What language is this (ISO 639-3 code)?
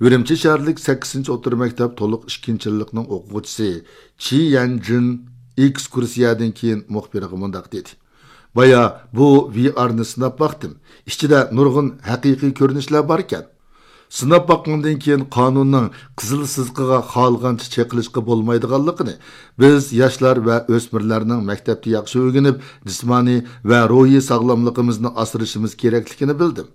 uig